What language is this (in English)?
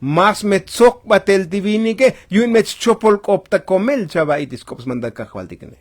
Tzotzil